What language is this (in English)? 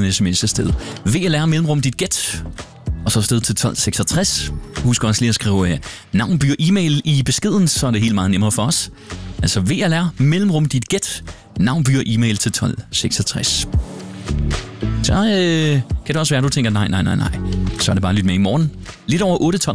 Danish